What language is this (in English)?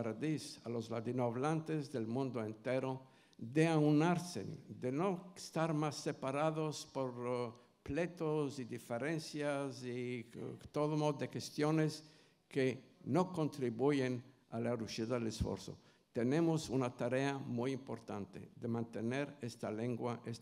Ladino